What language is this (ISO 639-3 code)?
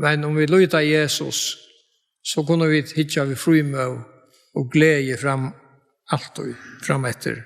fao